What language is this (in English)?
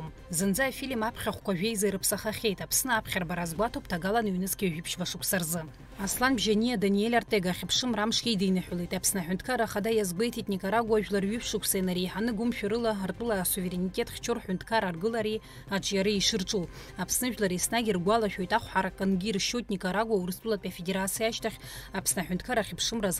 Abkhazian